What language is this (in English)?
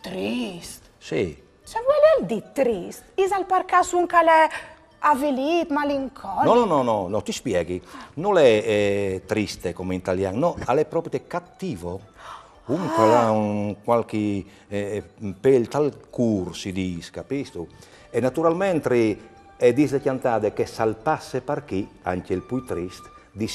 Friulian